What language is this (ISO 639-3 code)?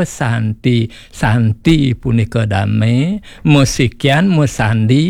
ban